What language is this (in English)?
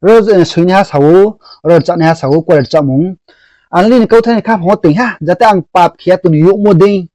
Riang (India)